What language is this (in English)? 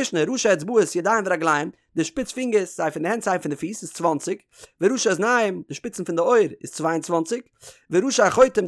Yiddish